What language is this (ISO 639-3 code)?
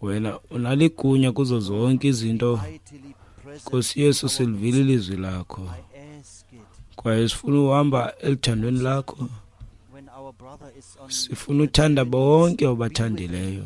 xho